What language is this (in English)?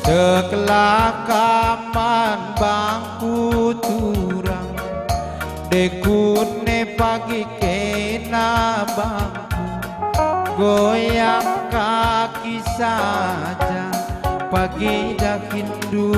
Batak Karo